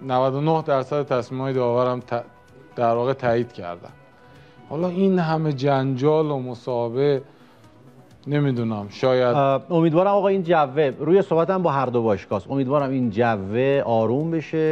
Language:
Persian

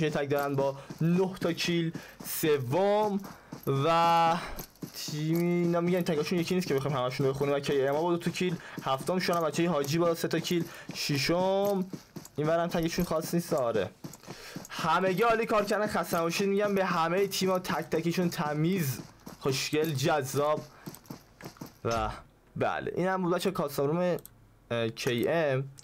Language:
Persian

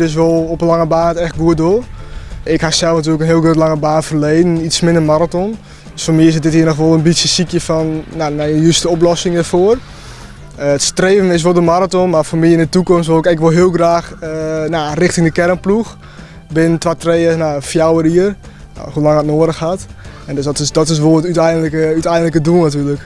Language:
Western Frisian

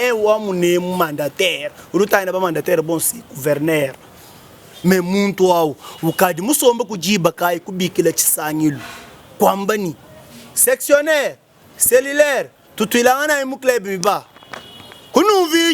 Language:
Luba-Lulua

